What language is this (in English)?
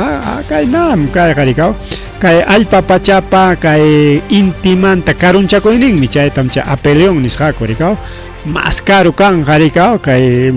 Ayacucho Quechua